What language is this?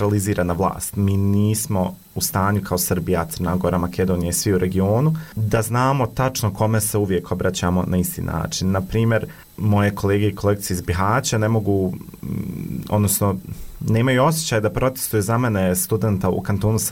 Bosnian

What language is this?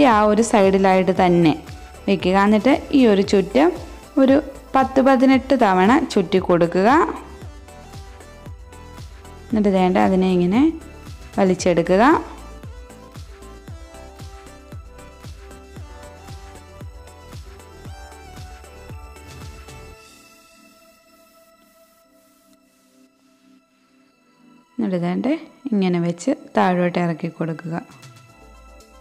Malayalam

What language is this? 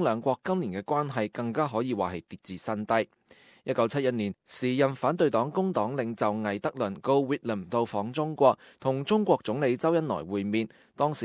Cantonese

